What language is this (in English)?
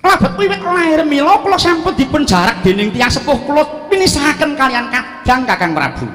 Javanese